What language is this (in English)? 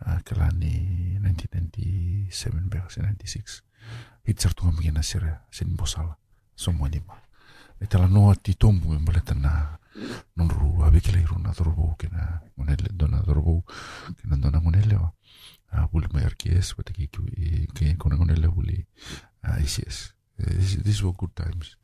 Fijian